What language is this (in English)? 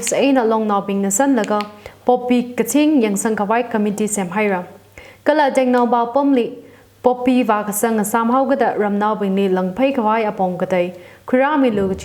Tangkhul Naga (India)